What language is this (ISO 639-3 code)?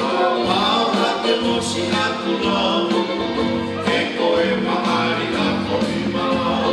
ton